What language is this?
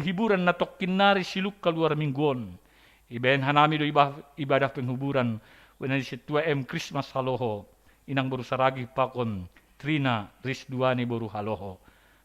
Batak Simalungun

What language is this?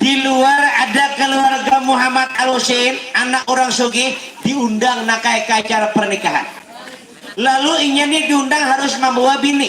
Banjar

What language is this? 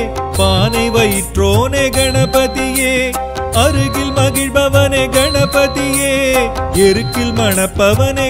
Tamil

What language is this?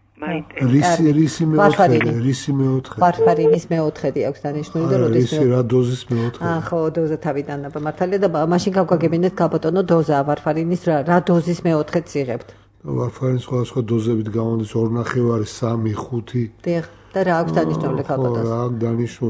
Georgian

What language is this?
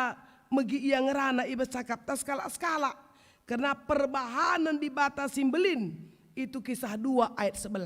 Batak Karo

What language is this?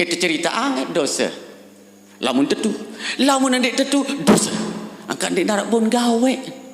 Sasak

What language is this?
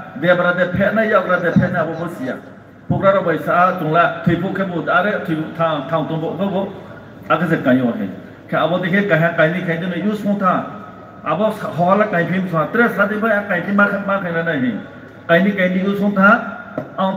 Riang (India)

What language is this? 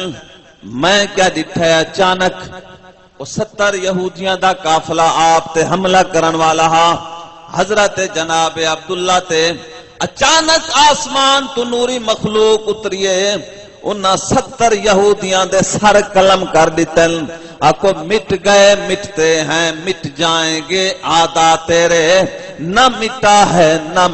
Saraiki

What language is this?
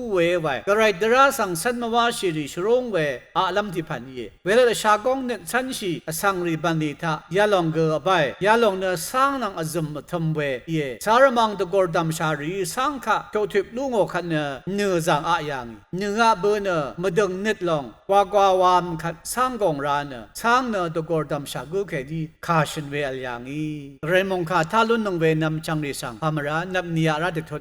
Rawang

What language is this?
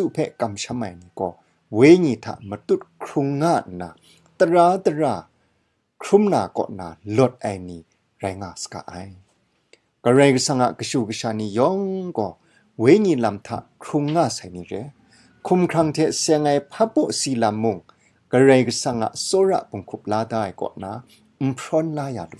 Kachin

